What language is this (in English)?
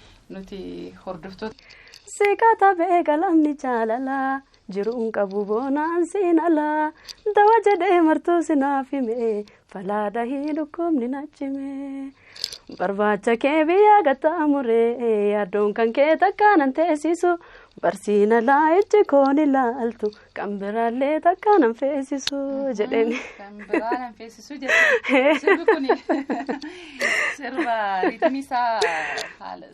Oromo